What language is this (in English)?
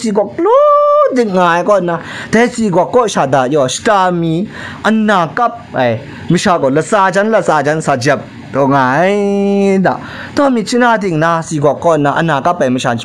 Kachin